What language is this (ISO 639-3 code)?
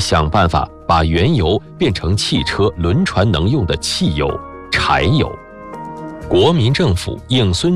zho